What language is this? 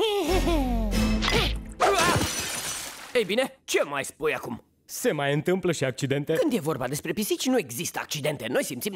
Romanian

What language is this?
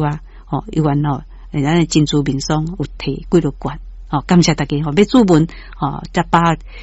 Min Nan Chinese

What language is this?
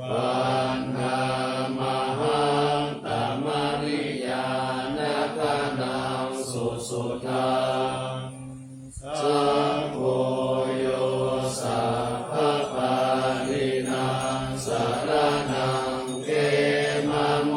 Pali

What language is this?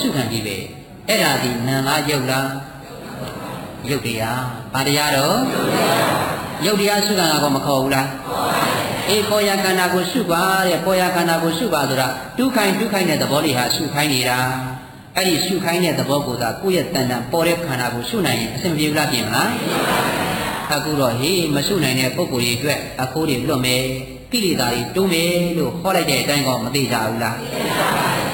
Burmese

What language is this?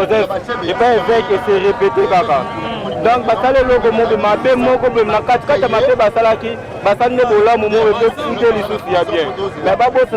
Lingala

